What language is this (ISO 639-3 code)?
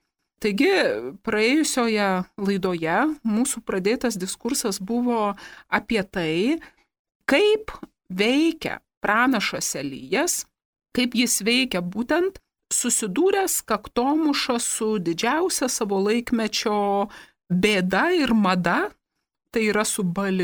lit